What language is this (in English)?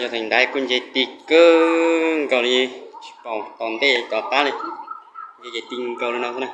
Hmong